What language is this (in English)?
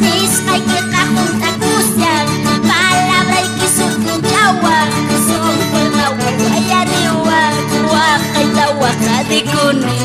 Quechua